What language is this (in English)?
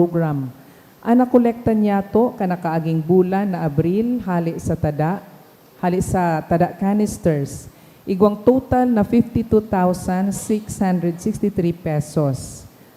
Bikol